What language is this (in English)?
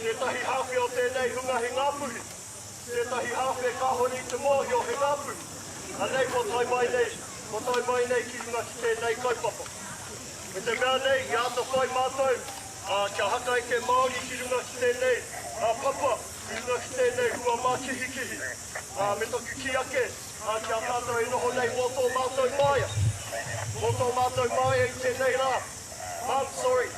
Māori